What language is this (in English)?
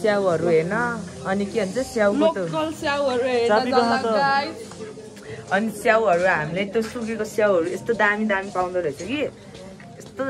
Nepali